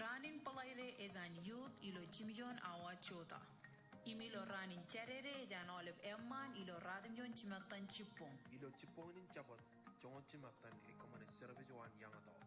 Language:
Marshallese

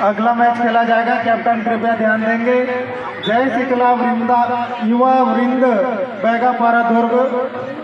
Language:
Chhattisgarhi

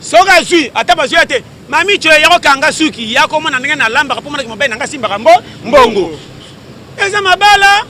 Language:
Lingala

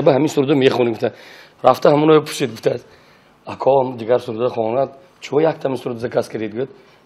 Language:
Tajik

